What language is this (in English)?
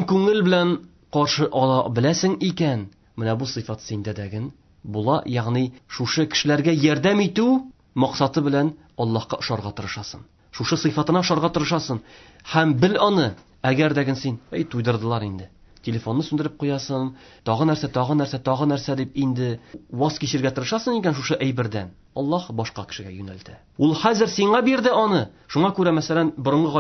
Tatar